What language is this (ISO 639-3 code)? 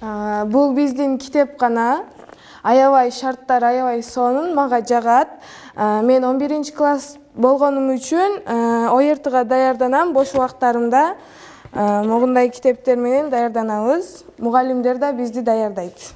kir